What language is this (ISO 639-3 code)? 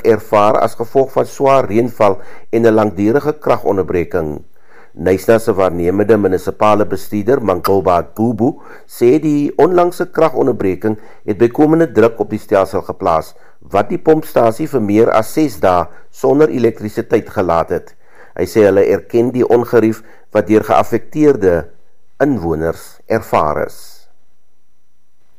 afr